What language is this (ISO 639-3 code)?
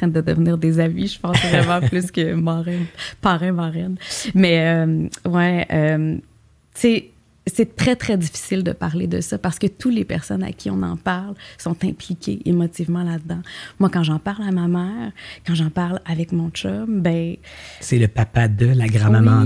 fra